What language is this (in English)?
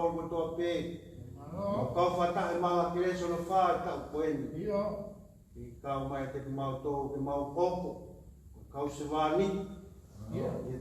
Tongan